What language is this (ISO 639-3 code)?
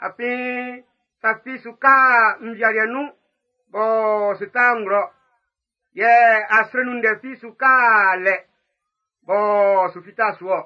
bci